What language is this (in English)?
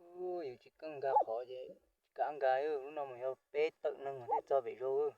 Hmong